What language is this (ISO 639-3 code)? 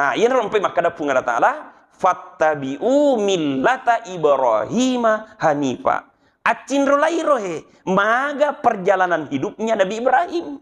bug